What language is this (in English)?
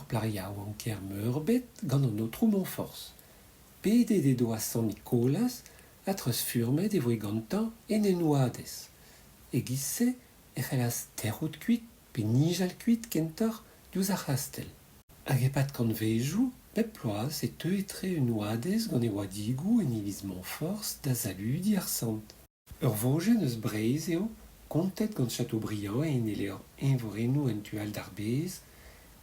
Breton